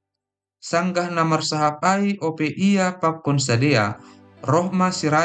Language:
Batak Simalungun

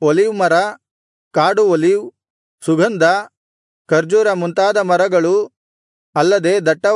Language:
Kannada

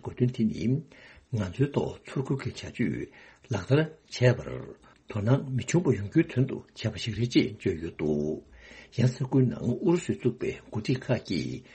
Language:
Tibetan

